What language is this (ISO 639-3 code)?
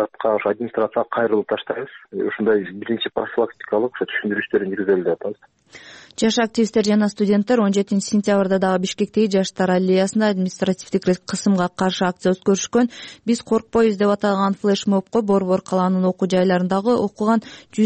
kir